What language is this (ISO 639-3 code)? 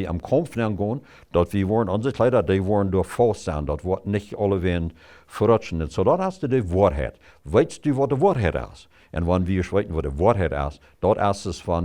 pdt